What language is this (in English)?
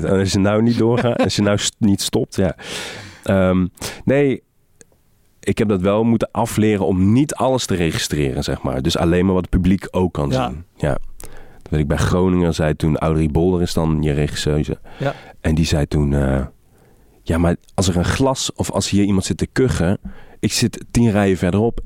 Dutch